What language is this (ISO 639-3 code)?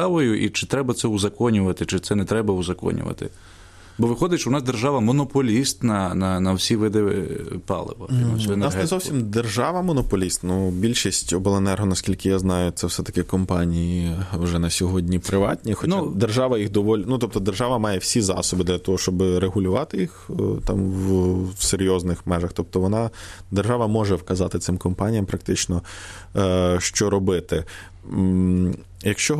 ukr